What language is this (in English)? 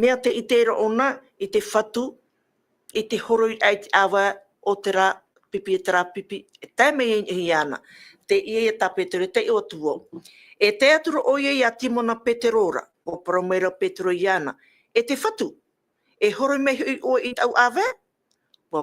Tahitian